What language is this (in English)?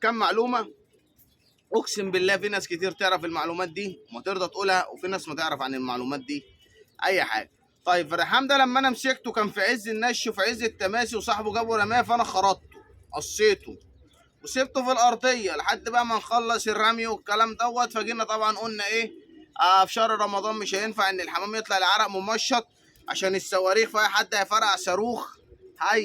Egyptian Arabic